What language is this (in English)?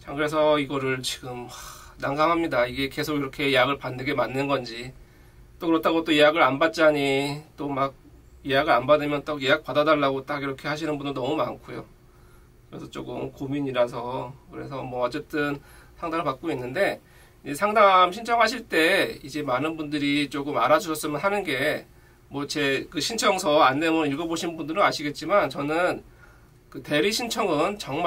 Korean